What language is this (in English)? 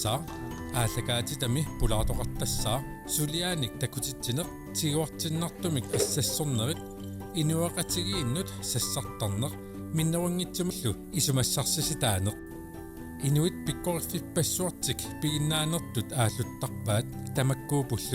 Kalaallisut